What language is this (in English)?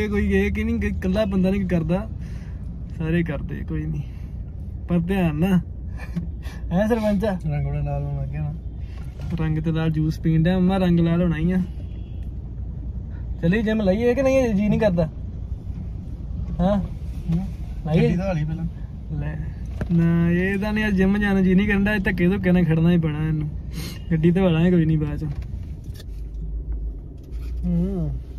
Punjabi